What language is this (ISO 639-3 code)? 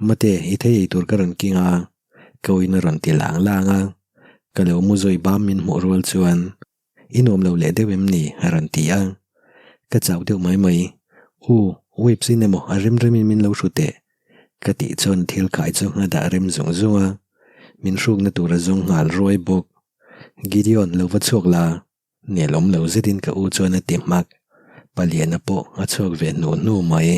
lus